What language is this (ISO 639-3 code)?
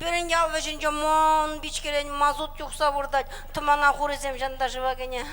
chv